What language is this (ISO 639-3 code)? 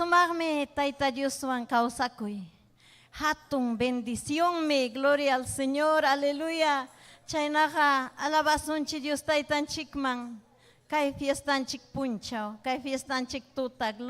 quy